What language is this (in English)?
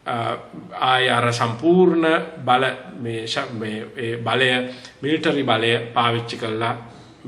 Sinhala